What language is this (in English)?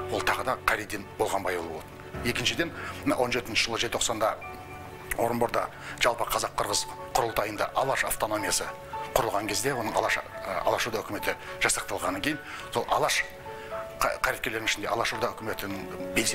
Kazakh